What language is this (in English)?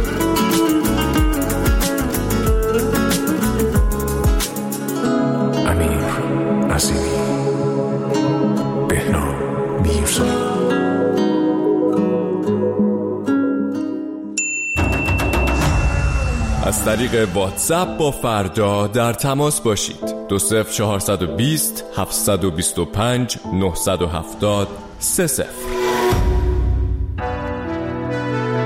Persian